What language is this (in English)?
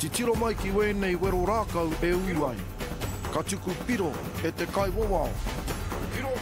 Māori